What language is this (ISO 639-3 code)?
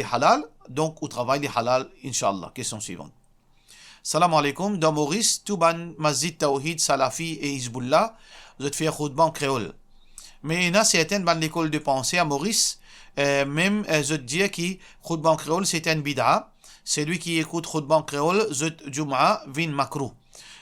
mfe